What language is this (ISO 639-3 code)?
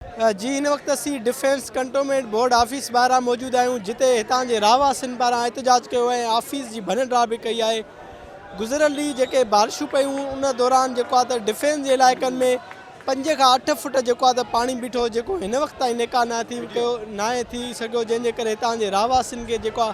snd